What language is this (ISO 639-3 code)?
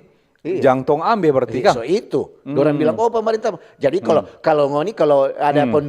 xmm